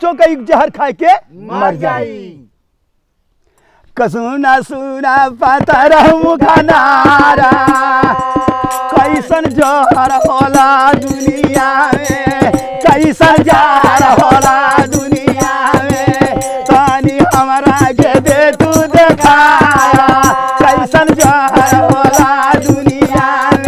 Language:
Bhojpuri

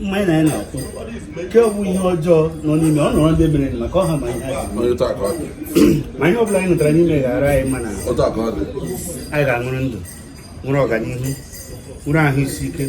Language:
Igbo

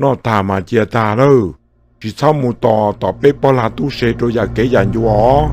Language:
Hmong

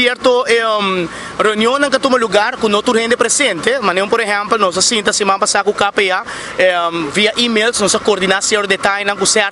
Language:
Papiamento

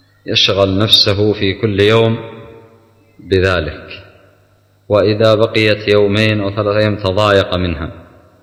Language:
Arabic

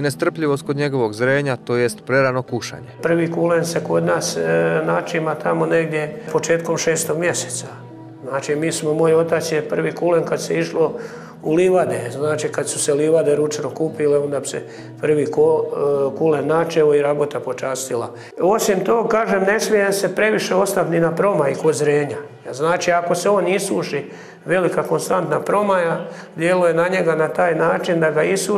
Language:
Croatian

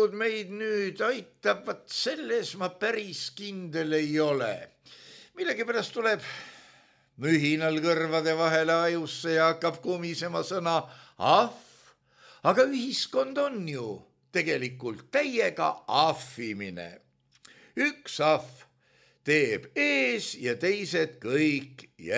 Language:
Estonian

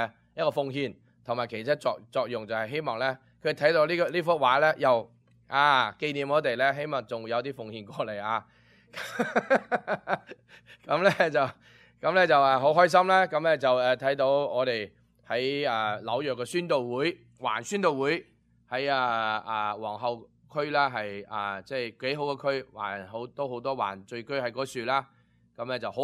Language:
Cantonese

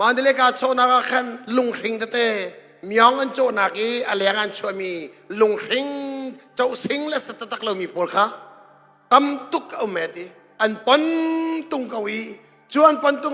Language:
Hakha Chin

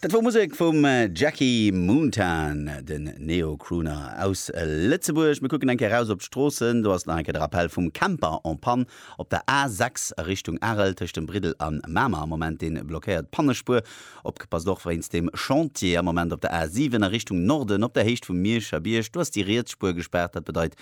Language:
Luxembourgish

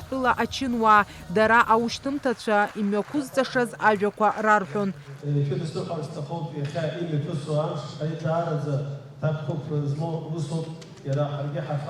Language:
Abkhazian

